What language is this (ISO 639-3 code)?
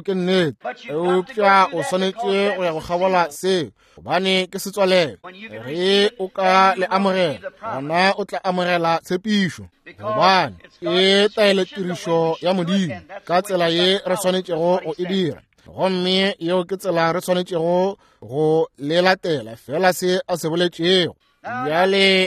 nso